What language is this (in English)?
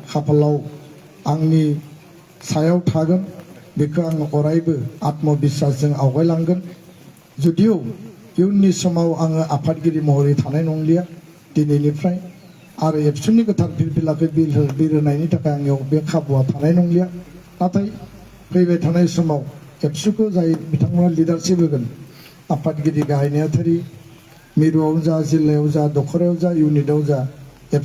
Bodo